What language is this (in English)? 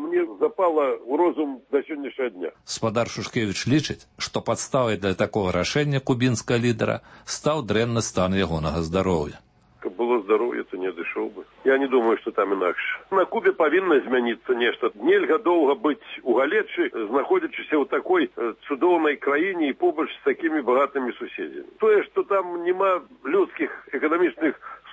Belarusian